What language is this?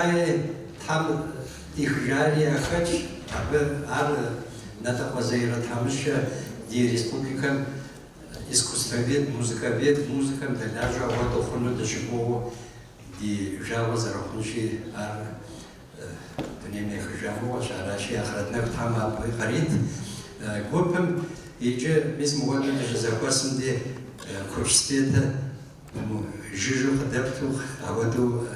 Kabardian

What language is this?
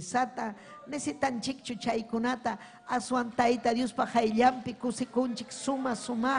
Ayacucho Quechua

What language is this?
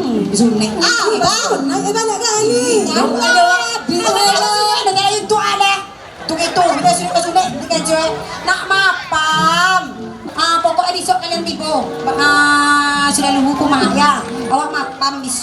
Minangkabau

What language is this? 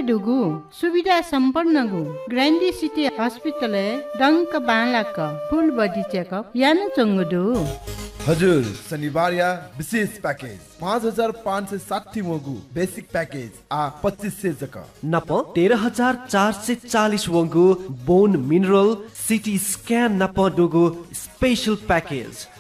Newari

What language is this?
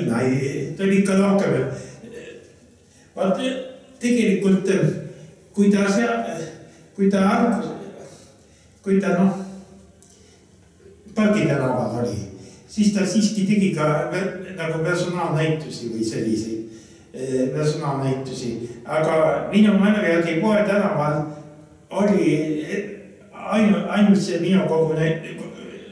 Estonian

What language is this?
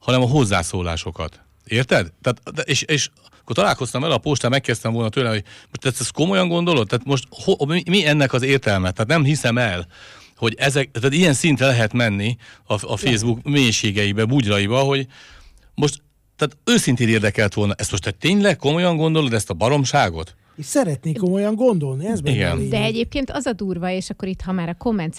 Hungarian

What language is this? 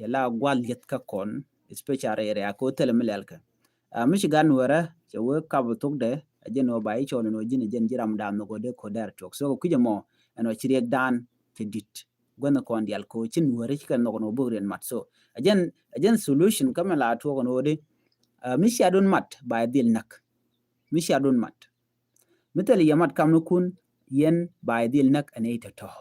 Nuer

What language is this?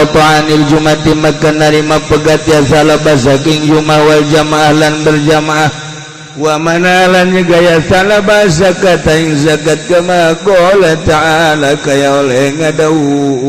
Sundanese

